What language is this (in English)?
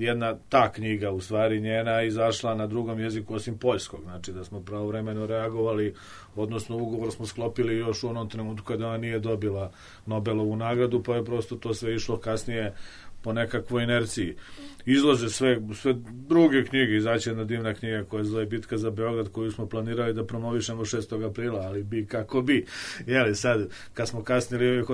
Serbian